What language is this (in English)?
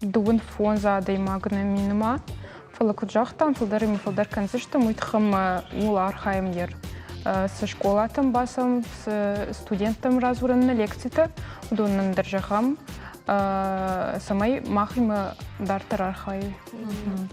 Ossetic